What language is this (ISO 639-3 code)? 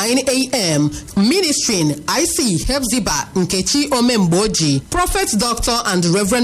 eng